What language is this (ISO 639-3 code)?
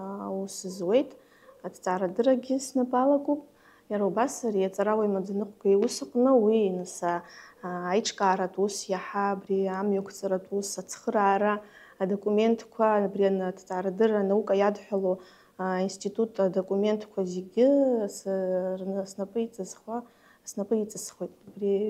abk